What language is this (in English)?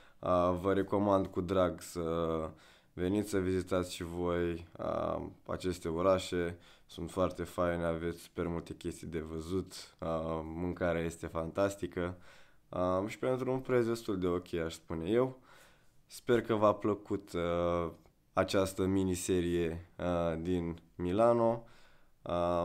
Romanian